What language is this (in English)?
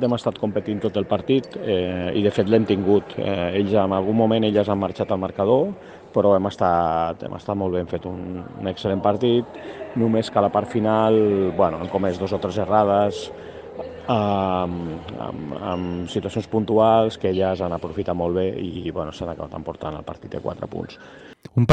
Catalan